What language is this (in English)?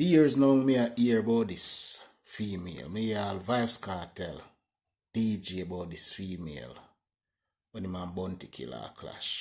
Jamaican Creole English